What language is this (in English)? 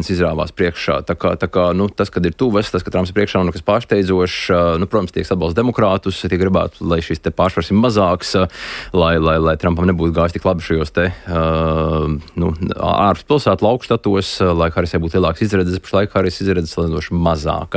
Latvian